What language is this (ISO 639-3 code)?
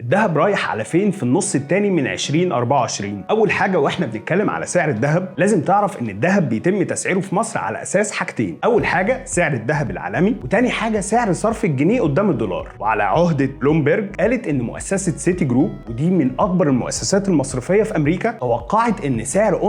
arz